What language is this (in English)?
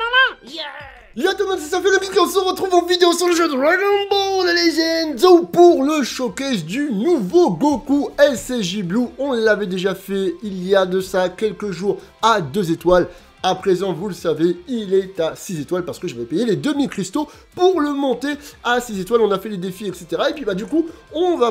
French